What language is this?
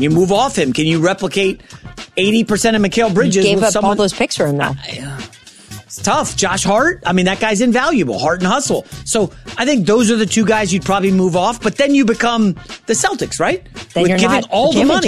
English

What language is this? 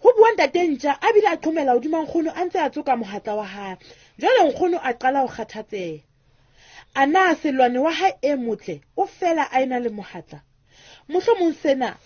Southern Sotho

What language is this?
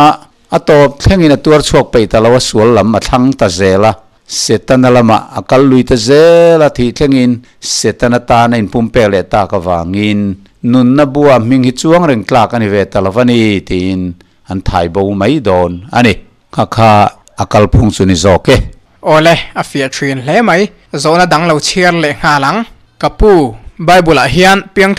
Mizo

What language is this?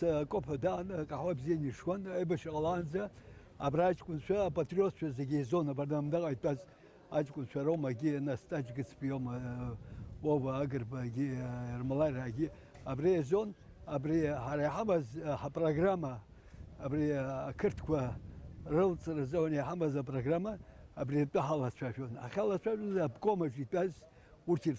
Abkhazian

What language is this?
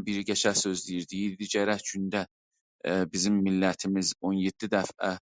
South Azerbaijani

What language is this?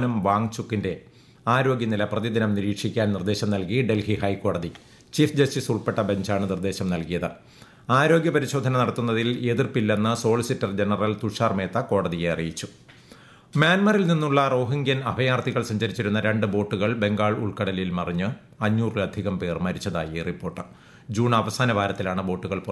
Malayalam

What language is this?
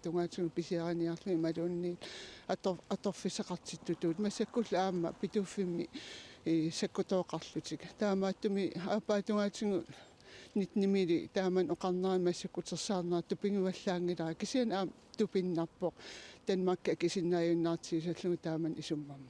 Kalaallisut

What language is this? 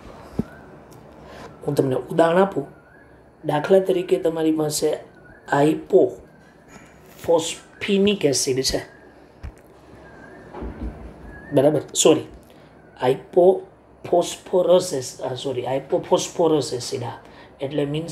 Gujarati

